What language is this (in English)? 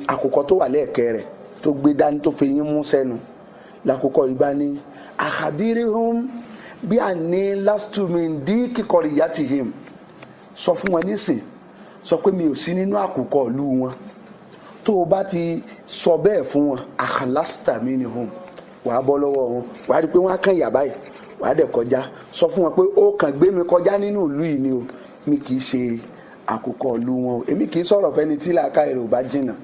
Yoruba